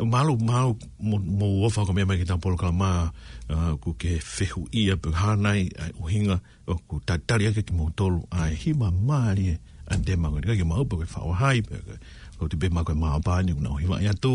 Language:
Tongan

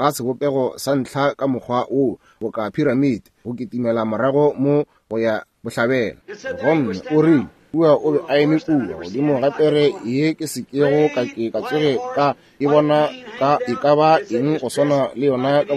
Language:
Northern Sotho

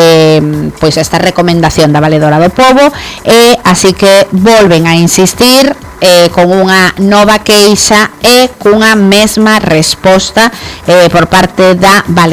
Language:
Galician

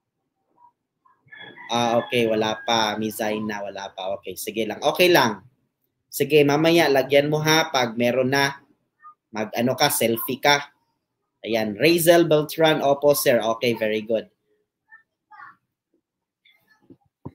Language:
Filipino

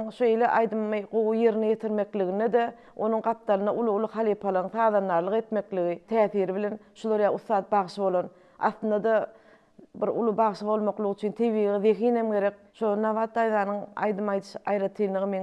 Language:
Turkmen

